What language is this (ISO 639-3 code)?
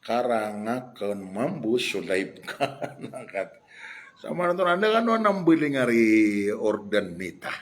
mrw